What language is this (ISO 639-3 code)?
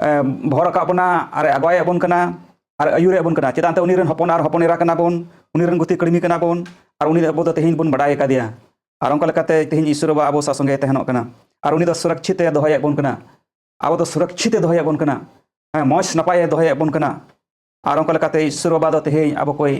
sat